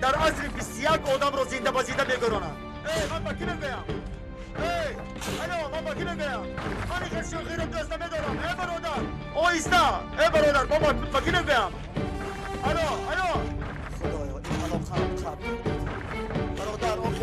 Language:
Tajik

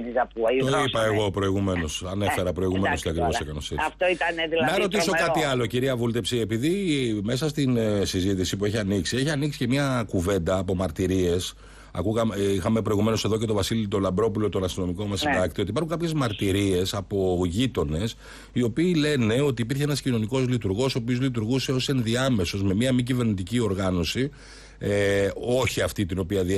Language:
Greek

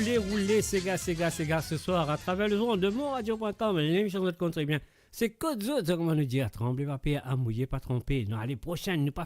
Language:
Morisyen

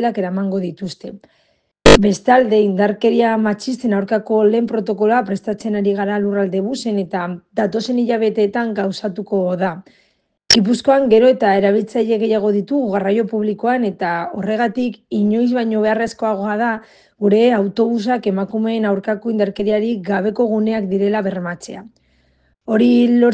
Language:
Basque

